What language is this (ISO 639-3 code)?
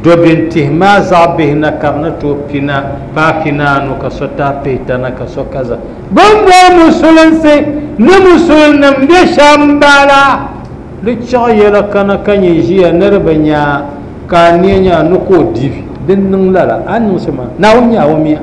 dag